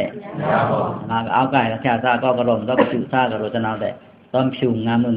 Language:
Pa'o Karen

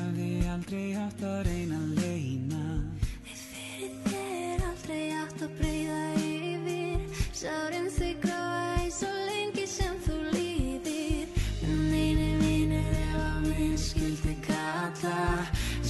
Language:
Icelandic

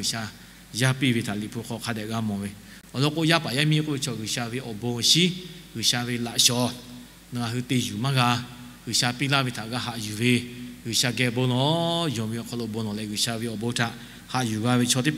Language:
Lahu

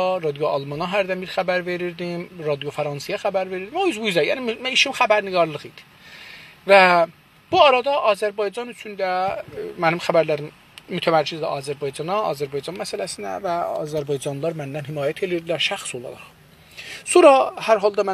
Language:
South Azerbaijani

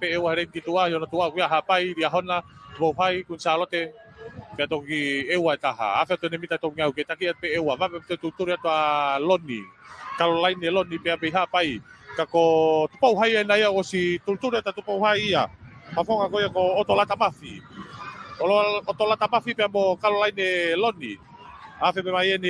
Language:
Tongan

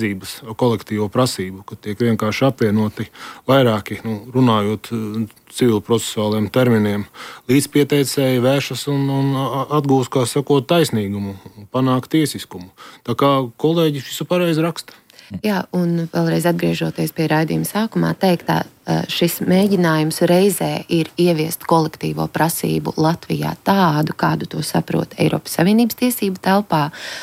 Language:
Latvian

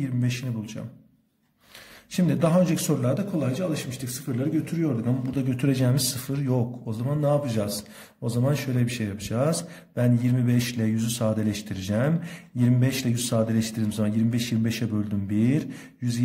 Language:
Turkish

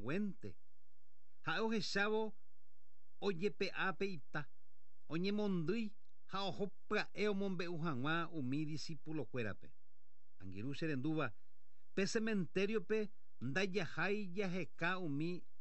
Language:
Guarani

